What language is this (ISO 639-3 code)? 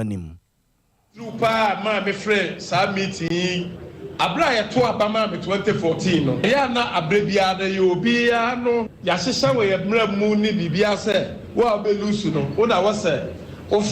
aka